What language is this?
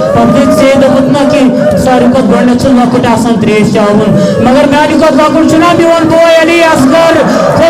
Kashmiri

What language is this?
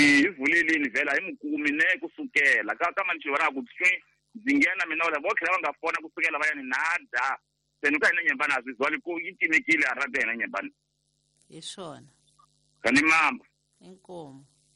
Tsonga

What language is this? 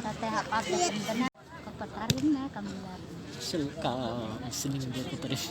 Khasi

